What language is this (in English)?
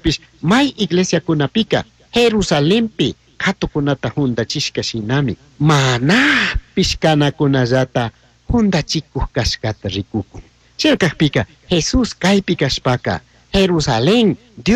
Chimborazo Highland Quichua